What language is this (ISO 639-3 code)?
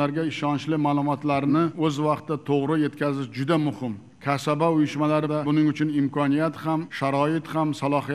uzb